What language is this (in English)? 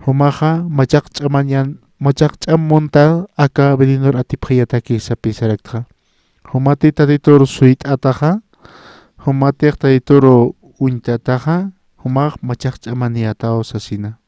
Aymara